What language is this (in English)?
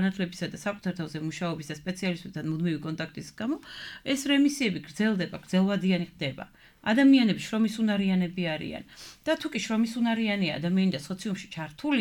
Georgian